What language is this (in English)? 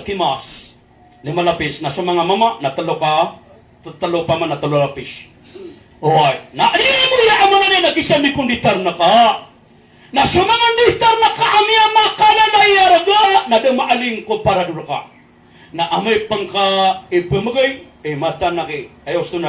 Maranao